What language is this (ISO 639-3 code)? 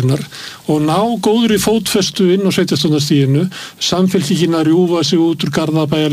isl